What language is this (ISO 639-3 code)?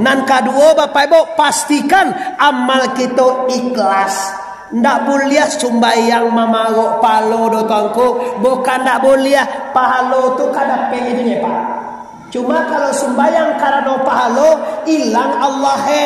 min